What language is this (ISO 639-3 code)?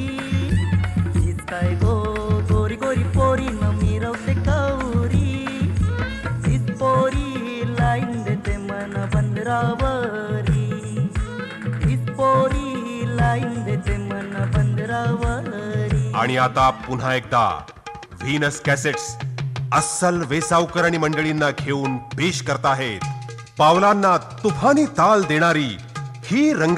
mar